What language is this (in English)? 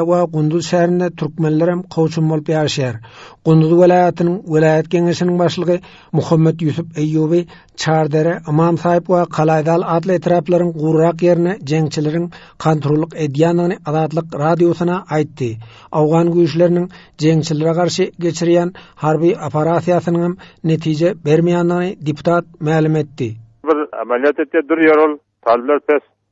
Turkmen